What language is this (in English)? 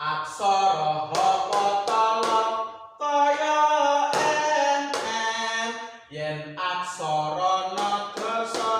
Javanese